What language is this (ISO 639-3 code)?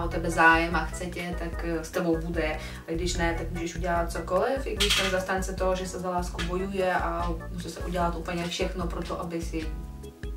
ces